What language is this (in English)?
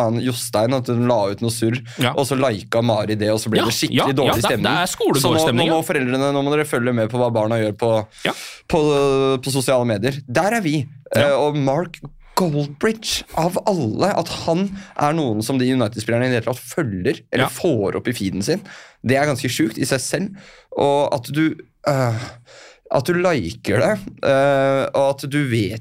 Norwegian